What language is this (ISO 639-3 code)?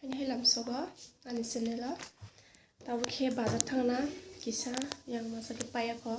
trp